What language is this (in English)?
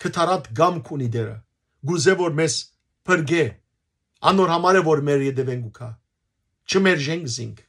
Western Armenian